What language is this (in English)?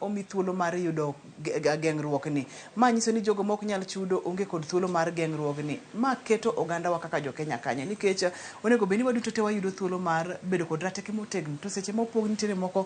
Luo (Kenya and Tanzania)